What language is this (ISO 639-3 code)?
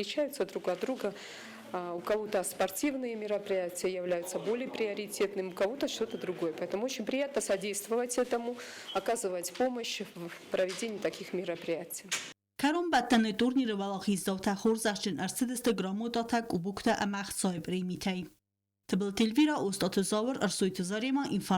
oss